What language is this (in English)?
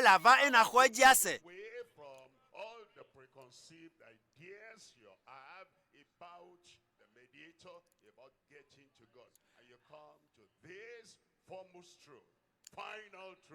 Ewe